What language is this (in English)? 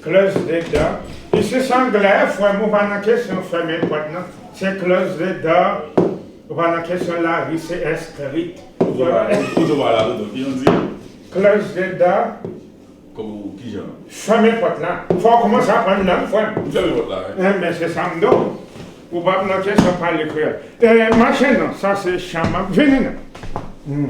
Haitian Creole